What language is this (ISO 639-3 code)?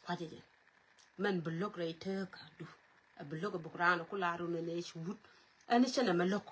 nus